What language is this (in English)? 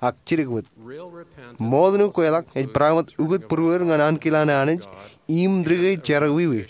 Marshallese